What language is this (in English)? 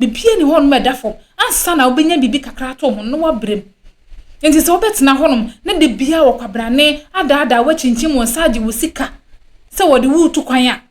Akan